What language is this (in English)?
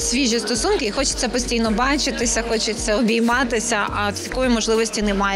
Ukrainian